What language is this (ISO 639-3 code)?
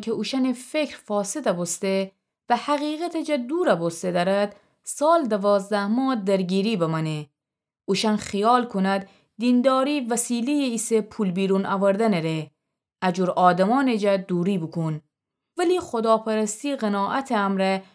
glk